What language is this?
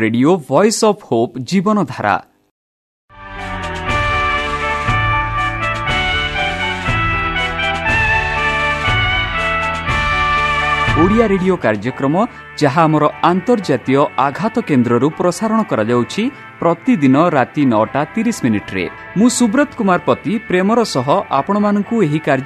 Odia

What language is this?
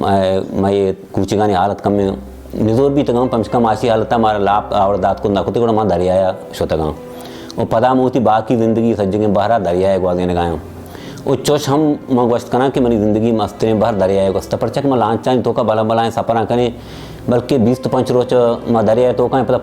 Baluchi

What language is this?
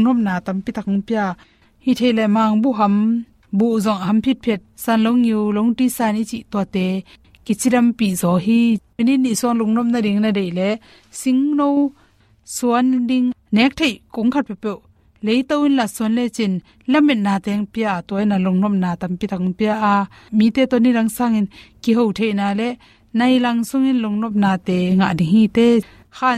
Tedim Chin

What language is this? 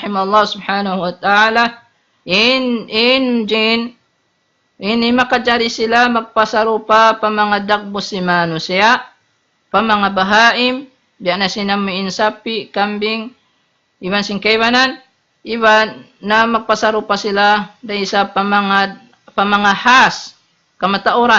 Tausug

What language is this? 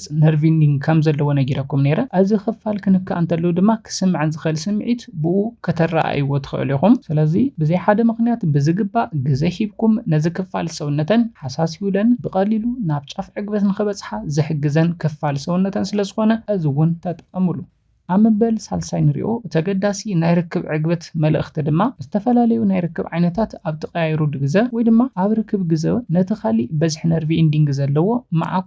Tigrinya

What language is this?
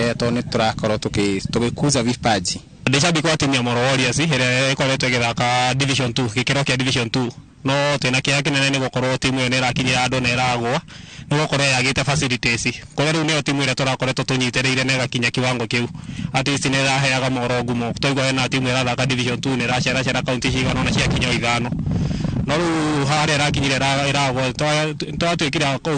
Kikuyu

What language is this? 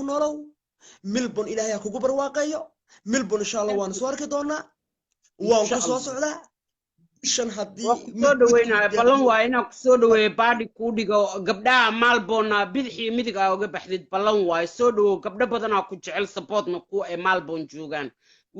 Somali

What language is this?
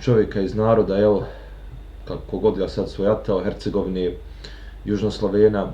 Bosnian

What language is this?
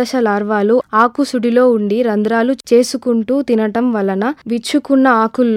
Telugu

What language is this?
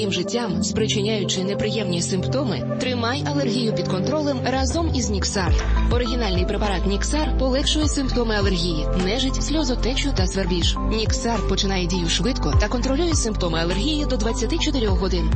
Ukrainian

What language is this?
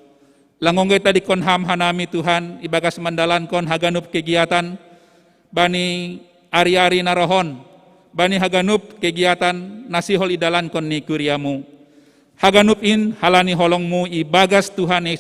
Batak Simalungun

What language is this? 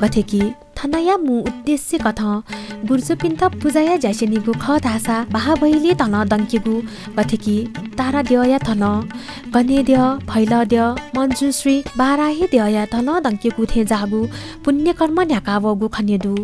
Newari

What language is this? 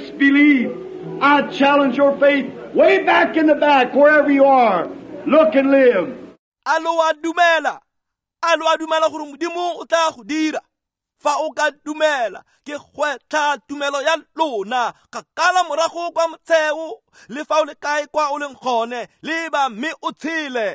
Tswana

